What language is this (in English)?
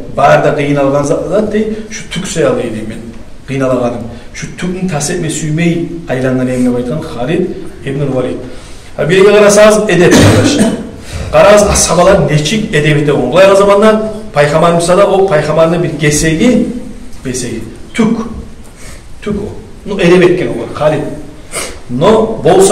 Kumyk